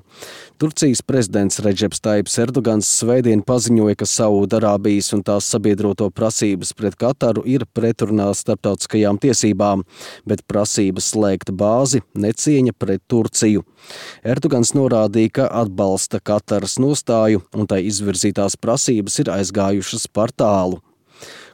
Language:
Latvian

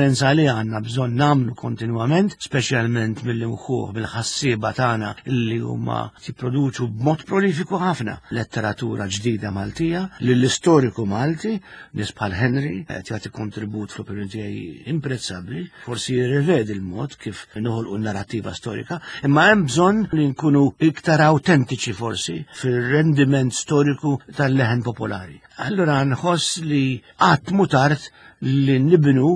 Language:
Maltese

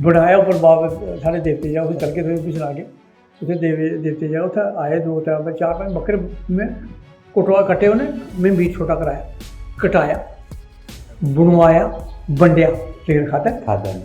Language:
Dogri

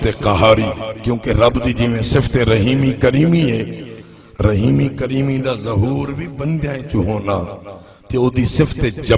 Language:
Saraiki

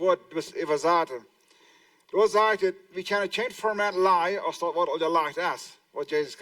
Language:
Plautdietsch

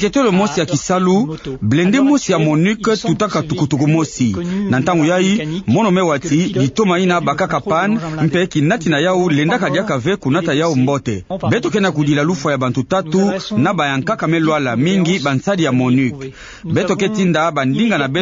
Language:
Kituba (Democratic Republic of Congo)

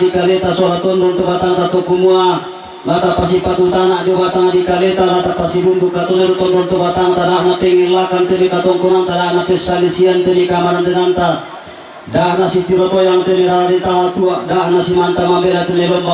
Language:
Toraja-Sa'dan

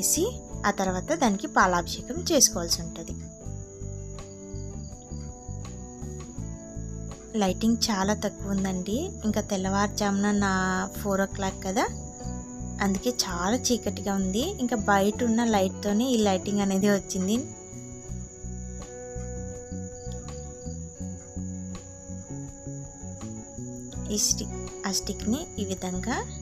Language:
Telugu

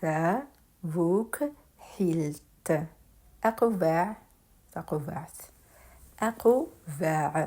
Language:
Kabyle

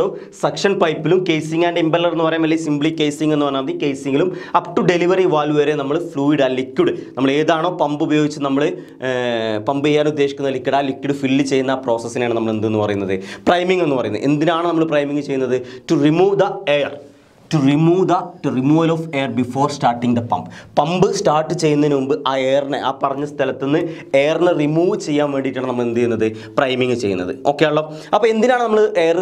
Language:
Malayalam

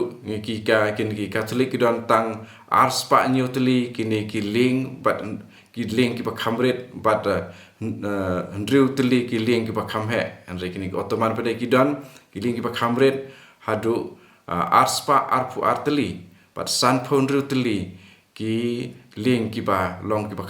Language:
Khasi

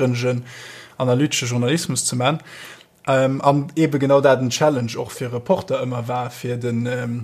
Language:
Luxembourgish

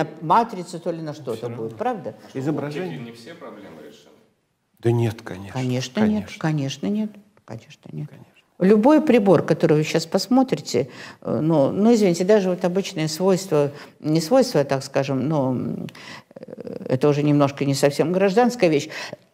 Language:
Russian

